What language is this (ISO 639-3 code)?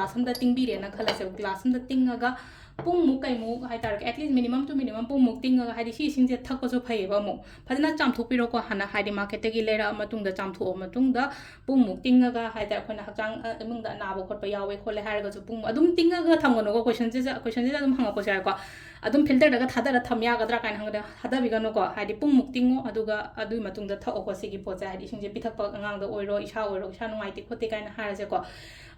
mni